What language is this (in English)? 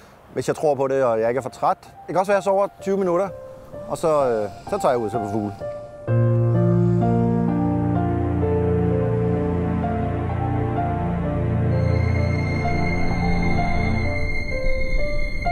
Danish